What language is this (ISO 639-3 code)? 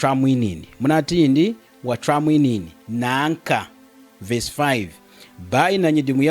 lun